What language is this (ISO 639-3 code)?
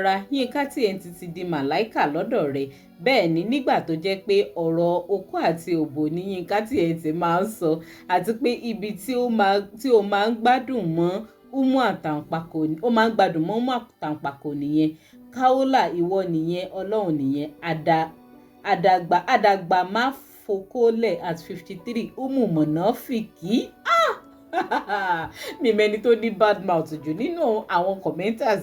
yor